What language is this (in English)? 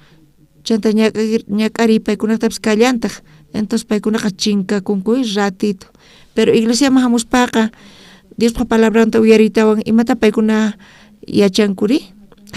South Bolivian Quechua